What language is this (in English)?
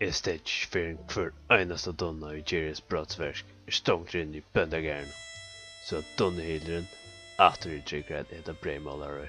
Faroese